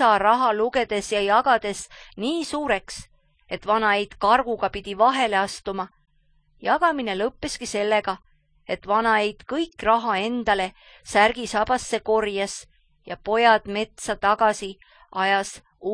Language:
Estonian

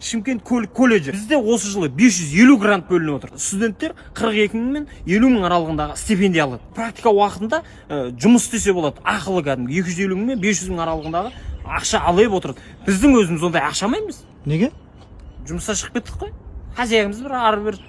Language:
Kazakh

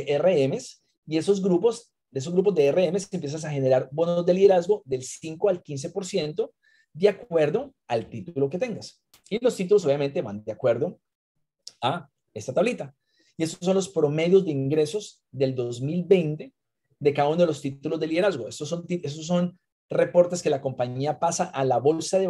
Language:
Spanish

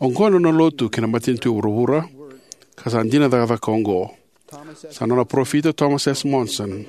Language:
Fijian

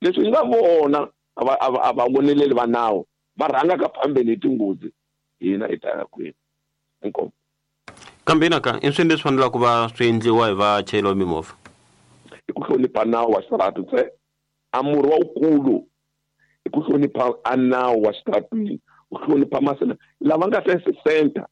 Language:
Tsonga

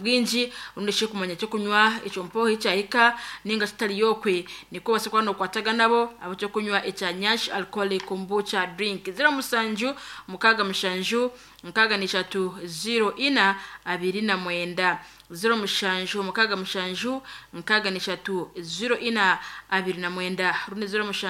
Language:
Nyankole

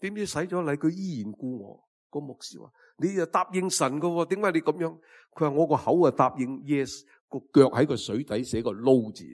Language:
Cantonese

